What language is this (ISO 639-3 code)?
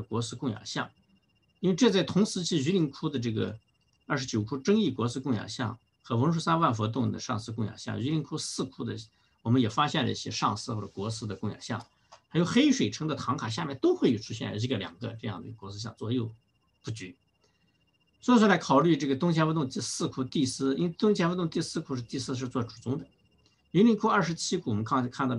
zho